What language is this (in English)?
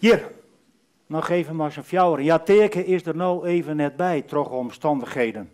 Western Frisian